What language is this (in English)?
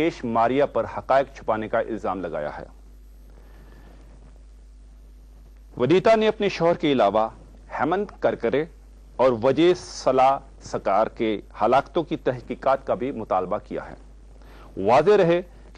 Urdu